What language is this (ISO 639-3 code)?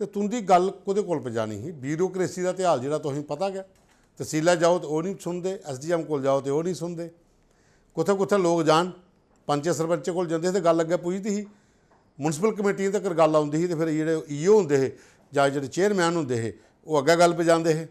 doi